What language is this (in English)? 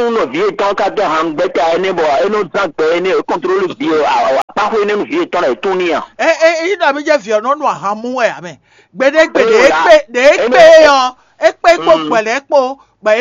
Fon